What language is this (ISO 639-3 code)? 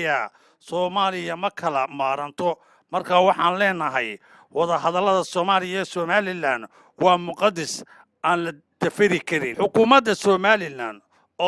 som